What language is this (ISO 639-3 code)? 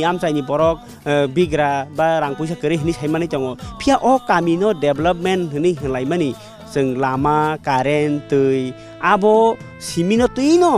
trp